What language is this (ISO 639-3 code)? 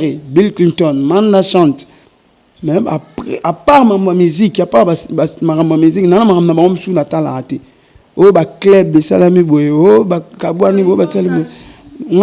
lin